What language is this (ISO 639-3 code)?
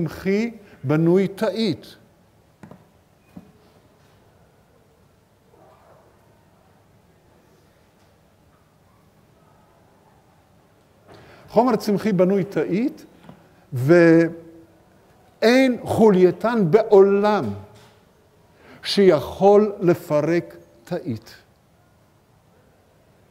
heb